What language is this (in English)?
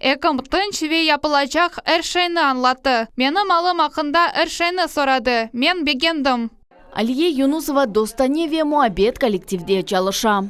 Crimean Tatar